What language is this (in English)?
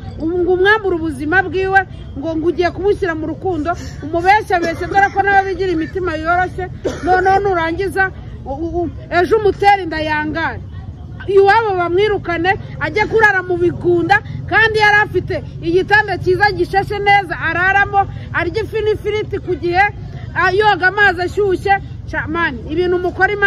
Kinyarwanda